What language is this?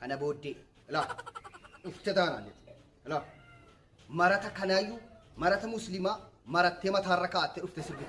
Oromo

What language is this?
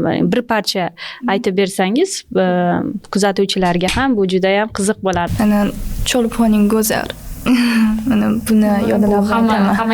Uzbek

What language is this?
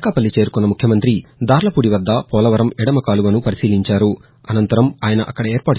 Telugu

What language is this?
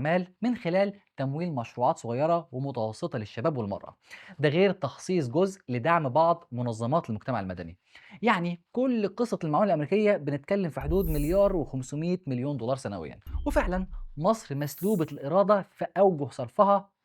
Egyptian Arabic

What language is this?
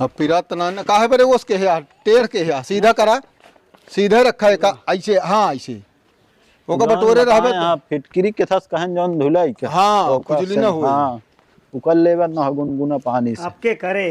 Awadhi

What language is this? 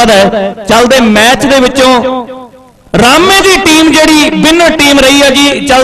Punjabi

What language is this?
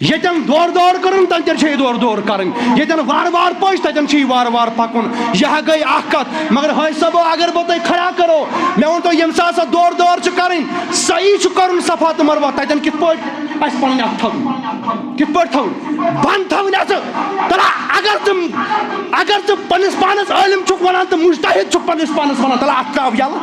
Kashmiri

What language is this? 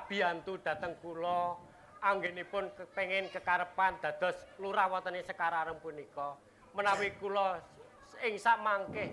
Javanese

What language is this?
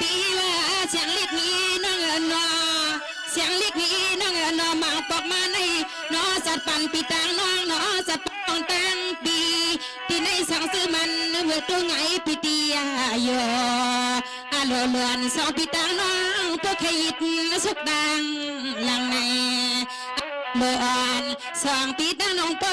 Shan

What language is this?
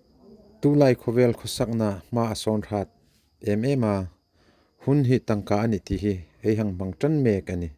Hmar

